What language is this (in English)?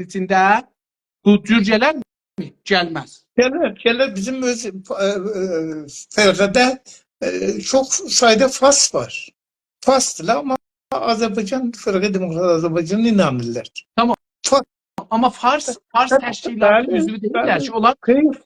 South Azerbaijani